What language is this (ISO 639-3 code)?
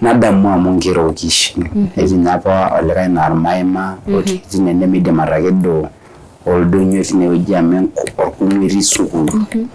mas